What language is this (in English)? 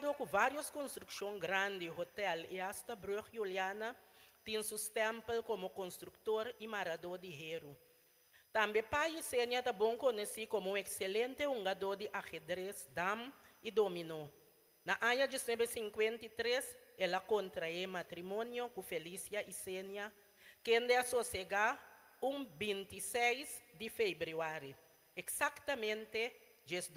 Papiamento